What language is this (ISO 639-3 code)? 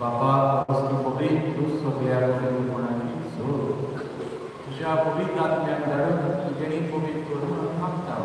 kok